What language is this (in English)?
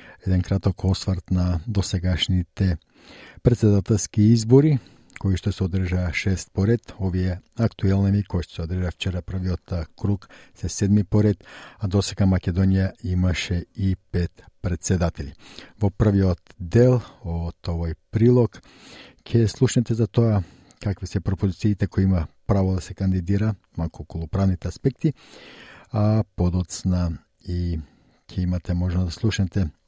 Macedonian